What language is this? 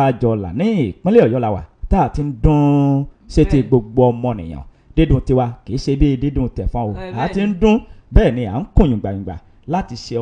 Yoruba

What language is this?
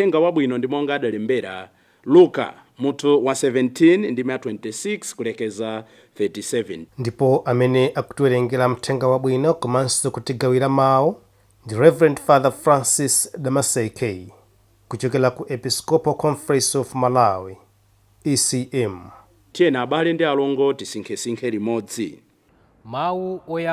Nyanja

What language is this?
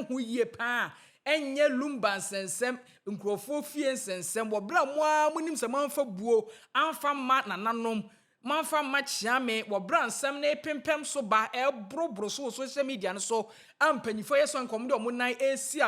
Akan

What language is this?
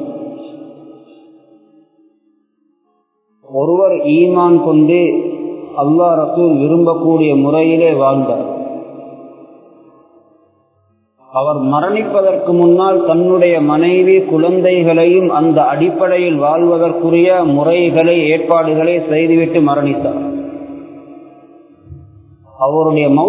Tamil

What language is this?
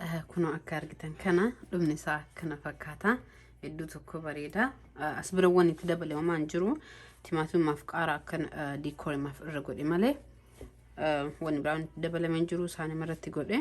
Oromo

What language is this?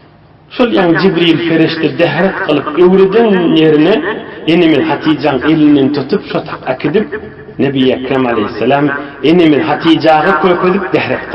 Turkmen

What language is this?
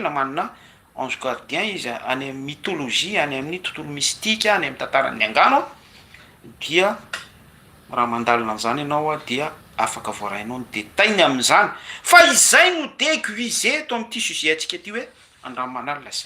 Malagasy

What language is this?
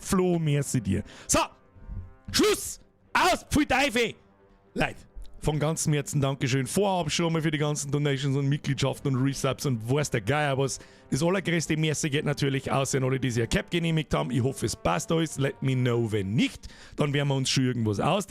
Bavarian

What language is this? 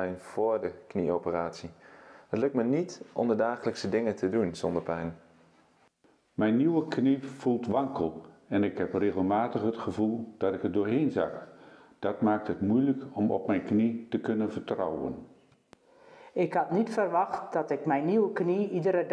Dutch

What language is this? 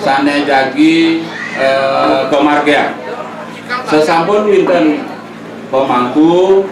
Balinese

